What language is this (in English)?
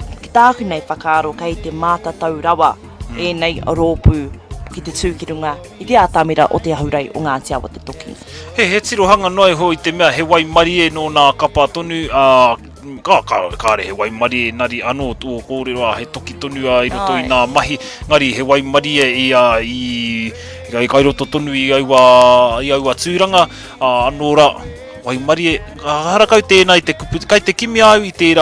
Māori